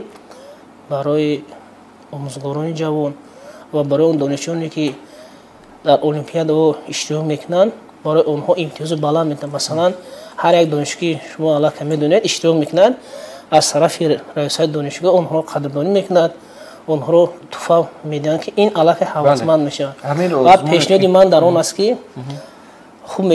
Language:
Tajik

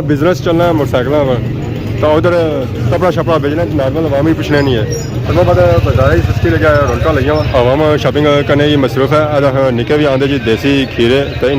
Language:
Pahari-Potwari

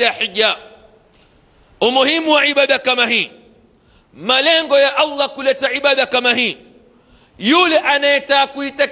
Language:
Swahili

